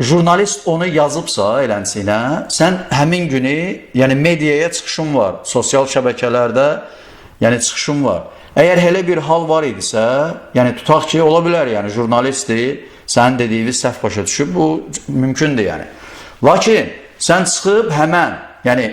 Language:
Azerbaijani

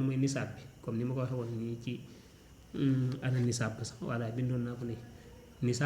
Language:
Wolof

